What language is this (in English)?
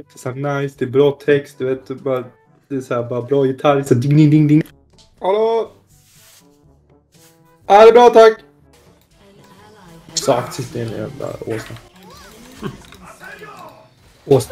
Swedish